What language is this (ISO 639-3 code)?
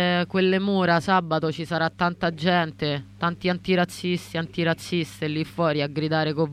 ita